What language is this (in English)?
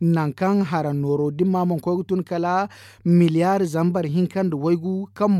Zarma